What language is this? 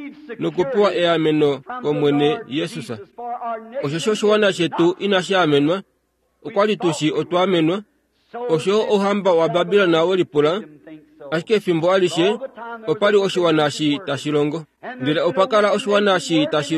Kuanyama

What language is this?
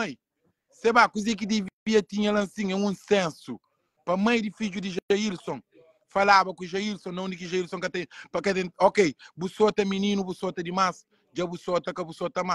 Kabuverdianu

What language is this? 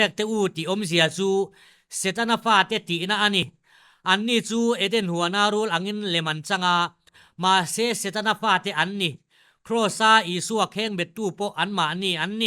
Mizo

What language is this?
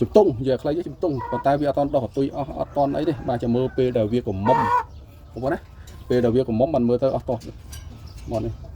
Khmer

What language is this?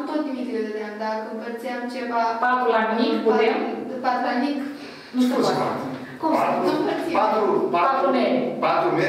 Romanian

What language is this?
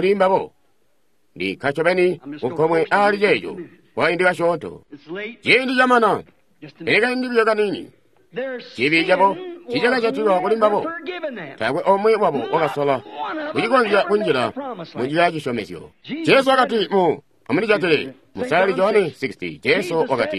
Tonga (Zambia)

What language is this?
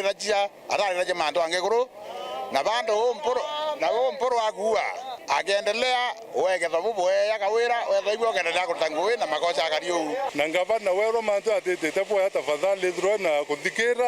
Meru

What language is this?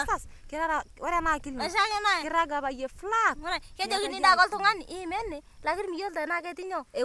Masai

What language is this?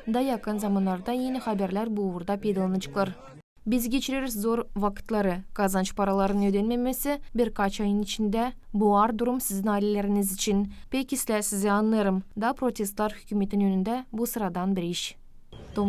Gagauz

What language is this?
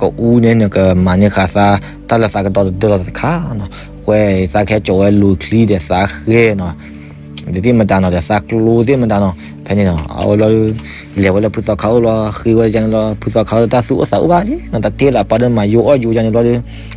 S'gaw Karen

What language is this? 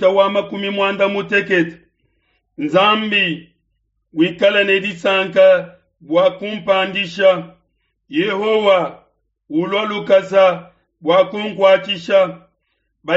Luba-Lulua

